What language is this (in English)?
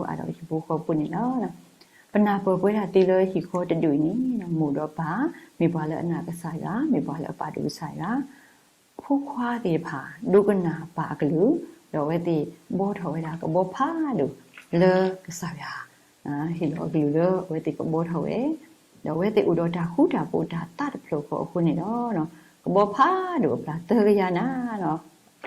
S'gaw Karen